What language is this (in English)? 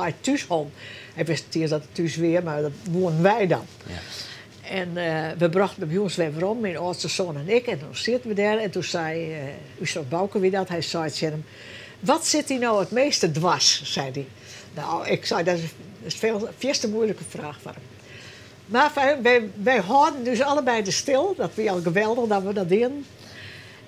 Western Frisian